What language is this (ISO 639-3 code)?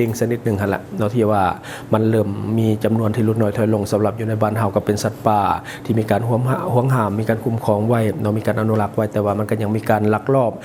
lao